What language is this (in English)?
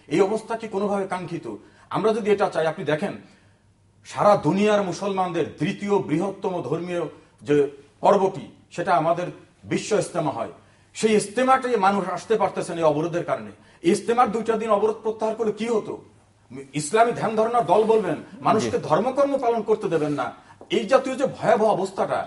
Bangla